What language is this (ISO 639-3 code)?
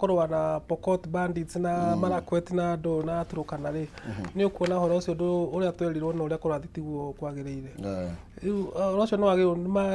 kik